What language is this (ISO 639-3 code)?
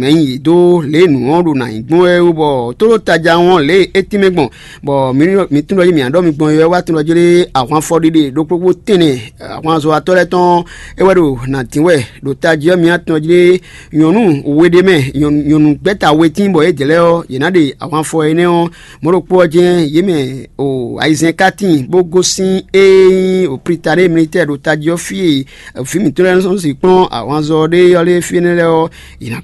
fon